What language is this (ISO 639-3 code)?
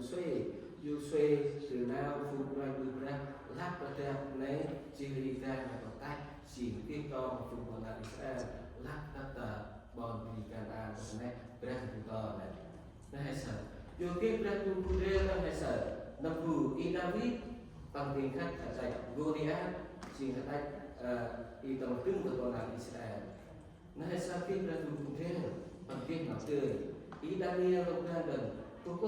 cmo